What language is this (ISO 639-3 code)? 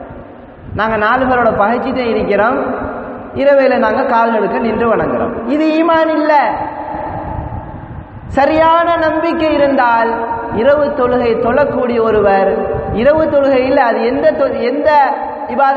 tam